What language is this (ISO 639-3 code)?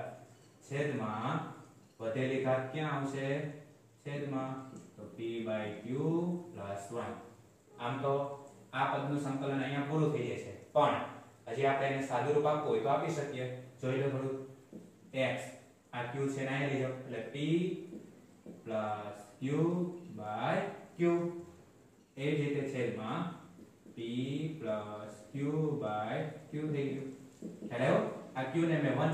guj